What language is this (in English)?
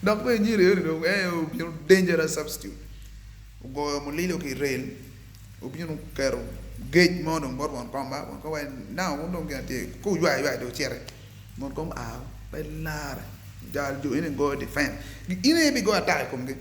Acoli